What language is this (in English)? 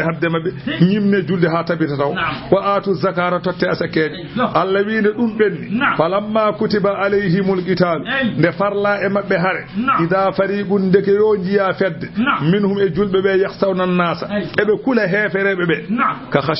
Fula